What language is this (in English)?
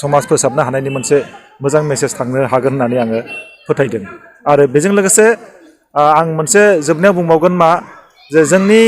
Bodo